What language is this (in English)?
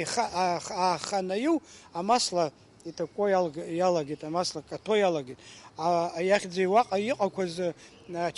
Abkhazian